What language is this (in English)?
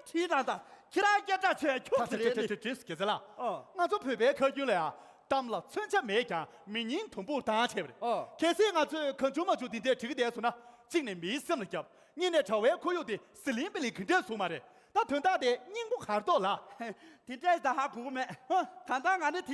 Tibetan